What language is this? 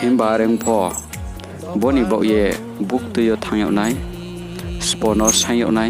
Riang (India)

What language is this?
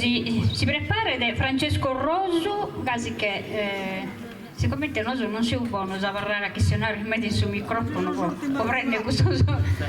Sardinian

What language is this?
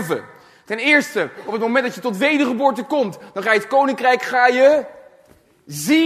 Dutch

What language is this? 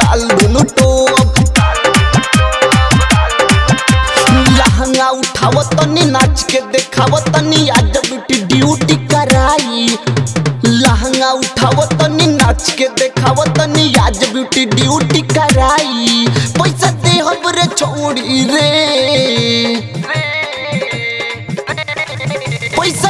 Bhojpuri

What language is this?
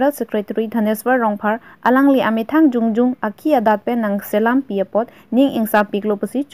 Karbi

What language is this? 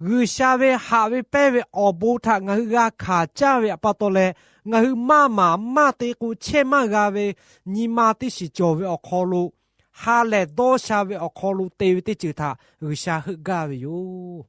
Lahu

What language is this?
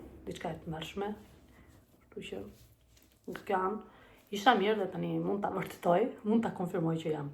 Albanian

